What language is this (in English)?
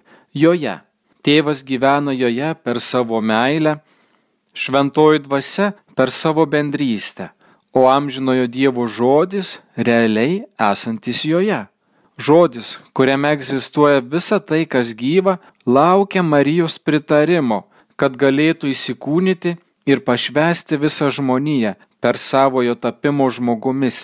Lithuanian